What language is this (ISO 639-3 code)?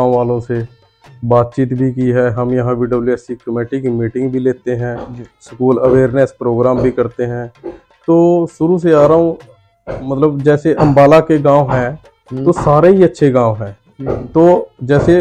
hin